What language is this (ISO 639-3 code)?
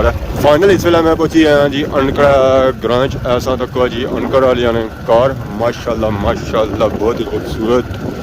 phr